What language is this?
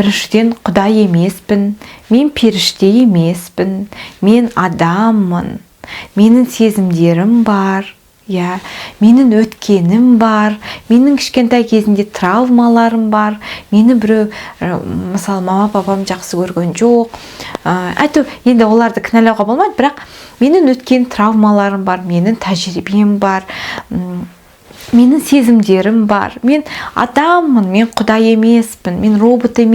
Kazakh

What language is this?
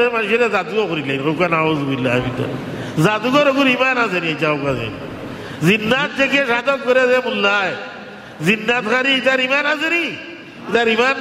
Sylheti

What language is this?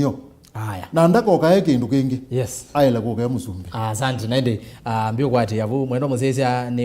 Kamba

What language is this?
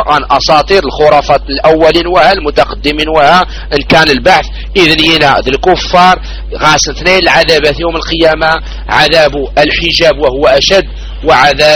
Arabic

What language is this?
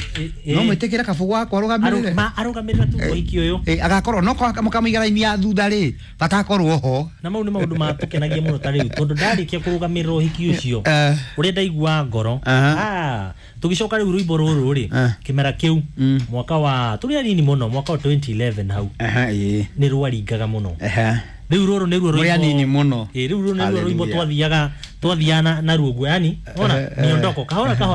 Kikuyu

